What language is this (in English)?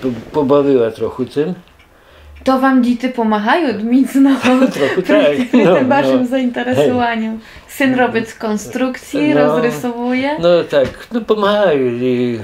Rusyn